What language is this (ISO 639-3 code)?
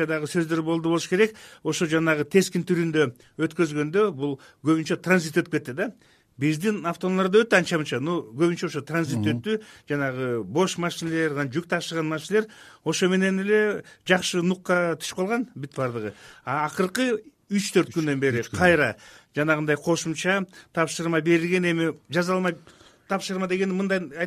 kir